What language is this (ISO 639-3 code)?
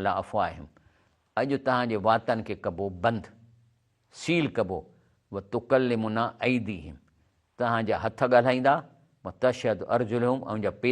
snd